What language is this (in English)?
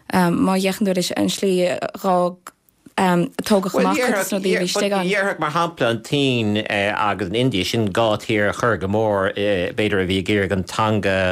Irish